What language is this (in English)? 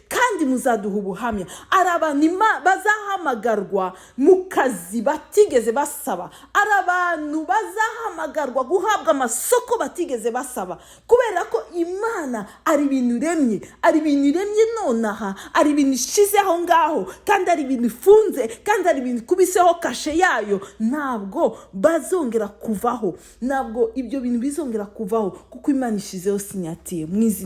Kinyarwanda